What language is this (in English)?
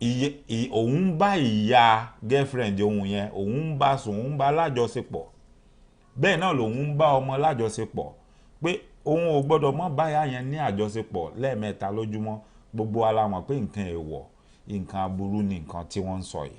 Yoruba